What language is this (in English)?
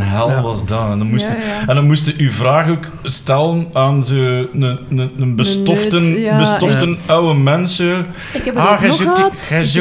Dutch